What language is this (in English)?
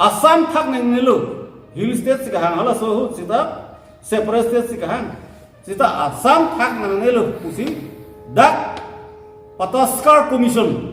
Karbi